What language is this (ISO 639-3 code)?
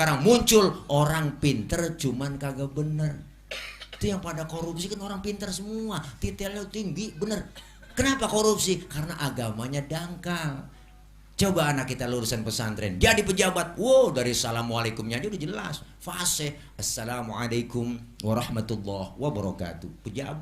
bew